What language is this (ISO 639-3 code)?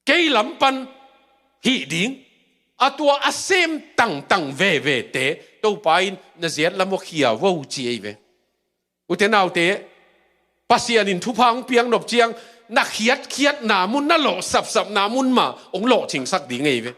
ctd